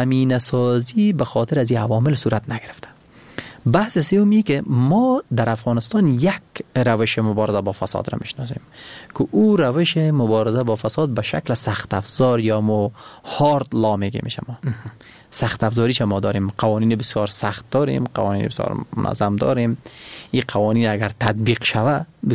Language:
Persian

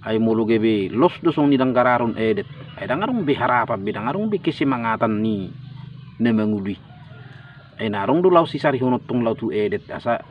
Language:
Batak Toba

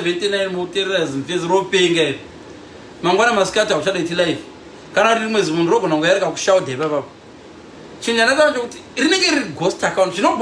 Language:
Shona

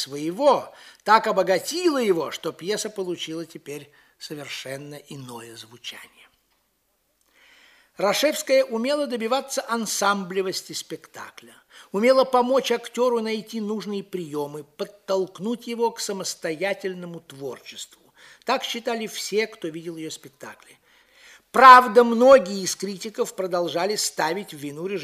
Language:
Russian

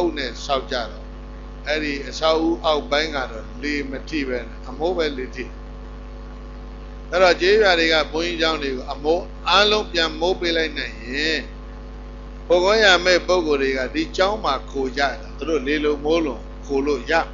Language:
Burmese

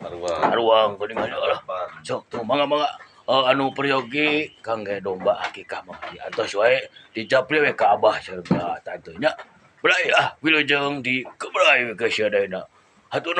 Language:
Sundanese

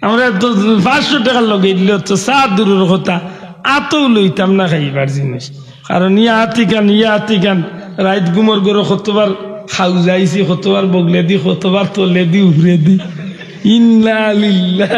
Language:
Sylheti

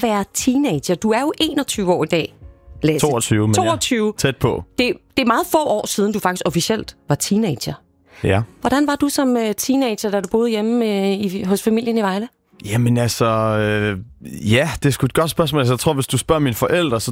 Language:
Danish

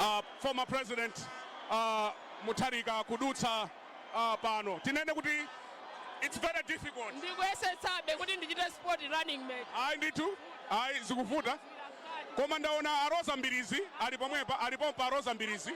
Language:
Nyanja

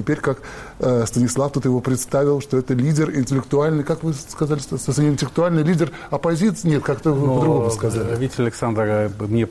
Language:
Russian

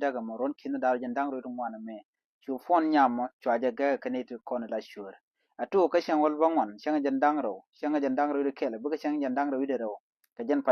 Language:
Nuer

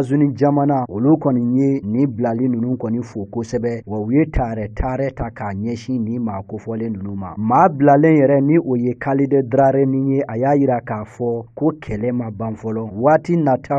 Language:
Bambara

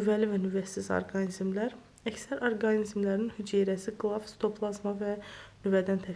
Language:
Azerbaijani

